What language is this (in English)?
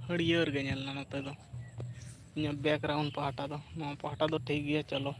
Santali